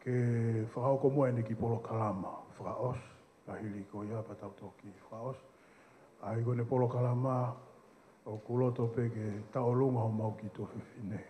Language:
Tongan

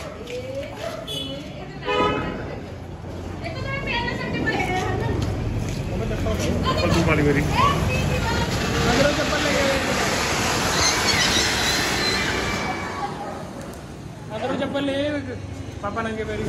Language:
Punjabi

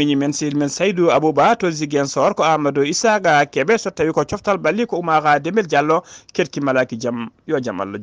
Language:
Fula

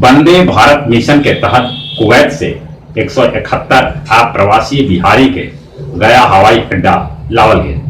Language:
Magahi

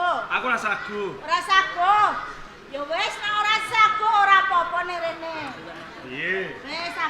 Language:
Javanese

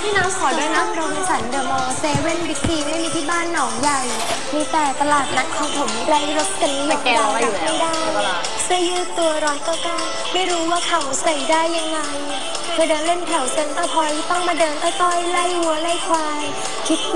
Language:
Thai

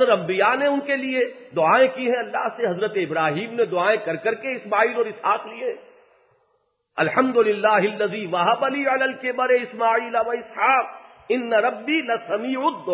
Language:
Urdu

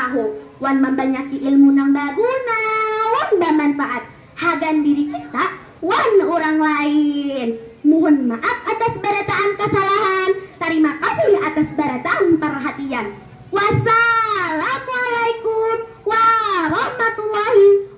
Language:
Banjar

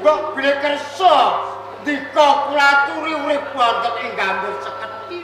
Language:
Javanese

